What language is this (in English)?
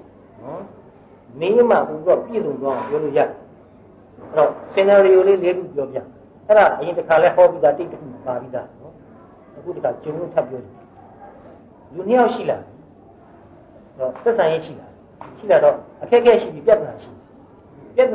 Burmese